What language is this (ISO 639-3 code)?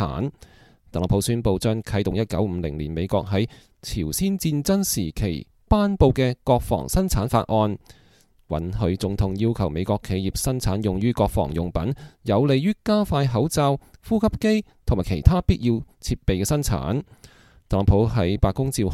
yue